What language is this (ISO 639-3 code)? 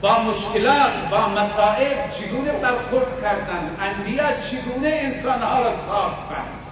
fas